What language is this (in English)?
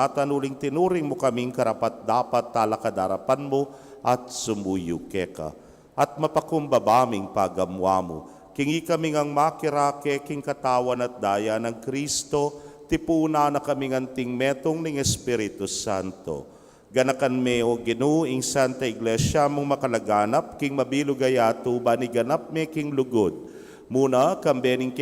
Pampanga